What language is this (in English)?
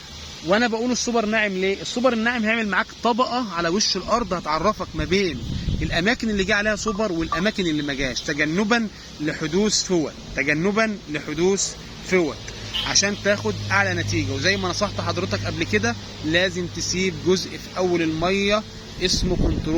Egyptian Arabic